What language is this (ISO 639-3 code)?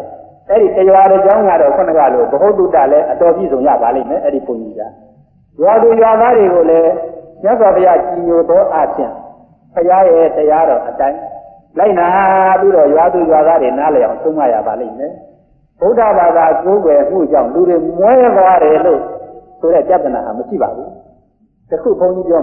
mya